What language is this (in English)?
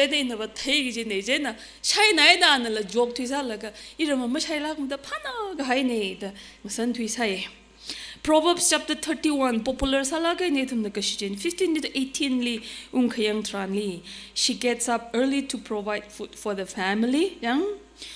Tangkhul Naga (India)